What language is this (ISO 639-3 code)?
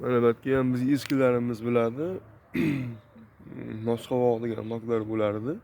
uzb